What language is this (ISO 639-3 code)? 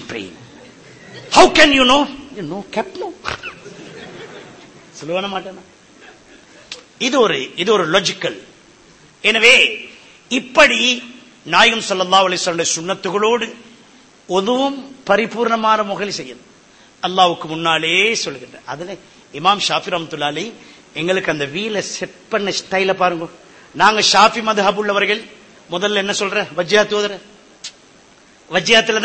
tam